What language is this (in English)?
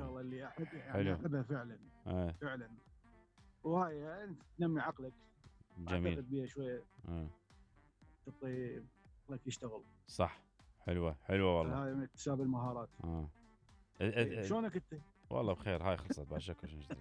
Mesopotamian Arabic